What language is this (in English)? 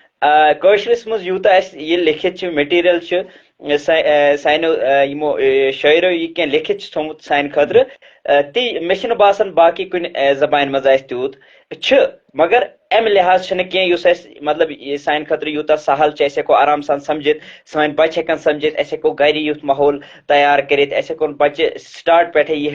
Kashmiri